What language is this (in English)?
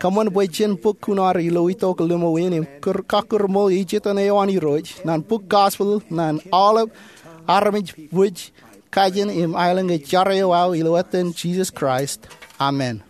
Marshallese